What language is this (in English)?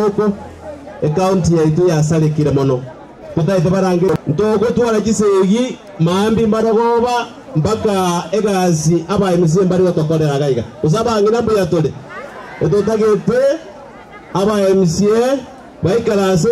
Gusii